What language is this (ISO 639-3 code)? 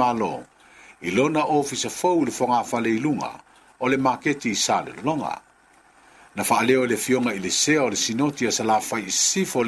smo